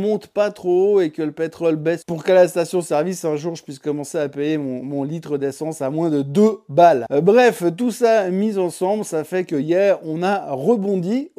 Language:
French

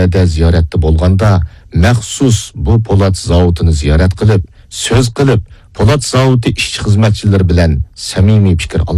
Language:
Uyghur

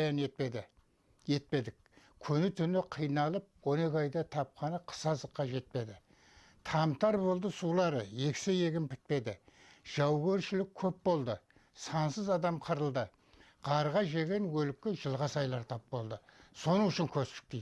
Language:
Kara-Kalpak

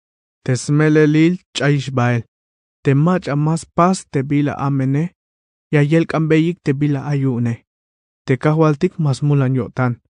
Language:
Tzeltal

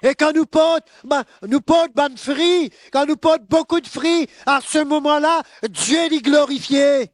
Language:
Morisyen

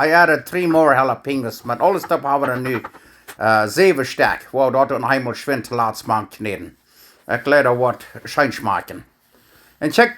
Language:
Plautdietsch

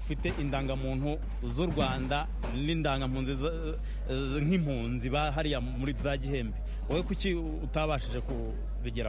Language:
Kinyarwanda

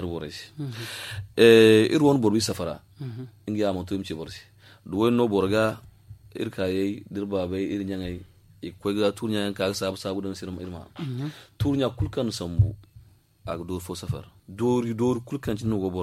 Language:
Zarma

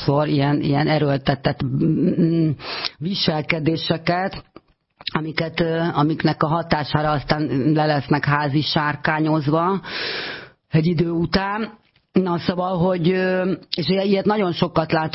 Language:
Hungarian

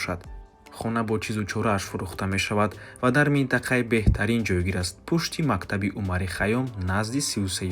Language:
Tajik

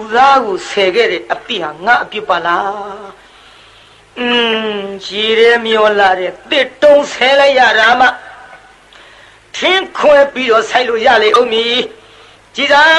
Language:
Burmese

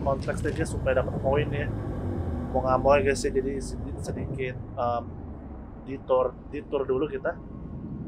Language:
Indonesian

